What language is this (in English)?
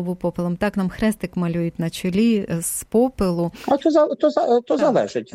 Ukrainian